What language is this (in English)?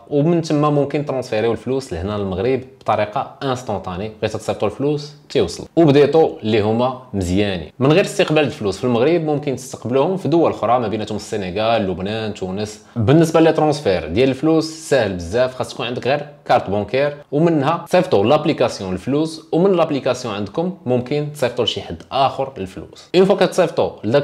Moroccan Arabic